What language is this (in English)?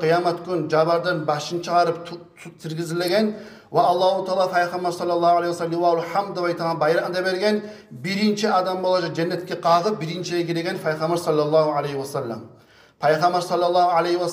Kumyk